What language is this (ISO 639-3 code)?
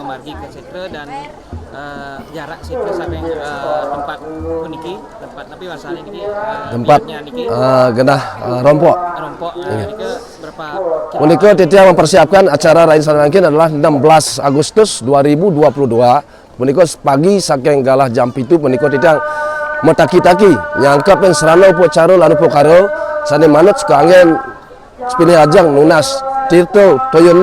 ban